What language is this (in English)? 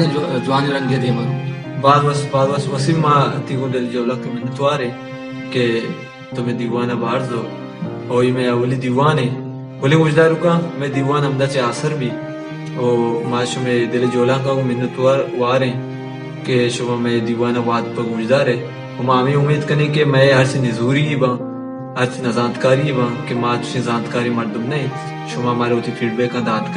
Baluchi